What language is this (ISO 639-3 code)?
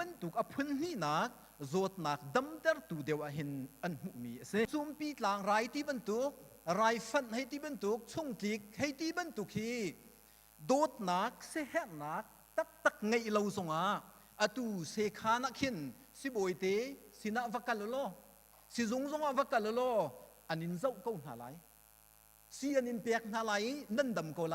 cnh